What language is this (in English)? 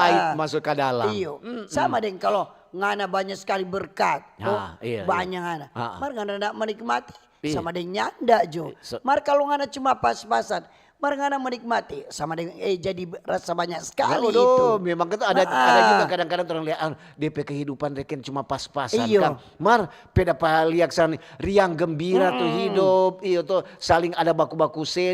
Manado Malay